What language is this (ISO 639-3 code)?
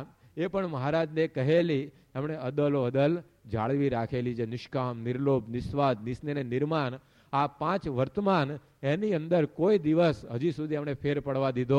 guj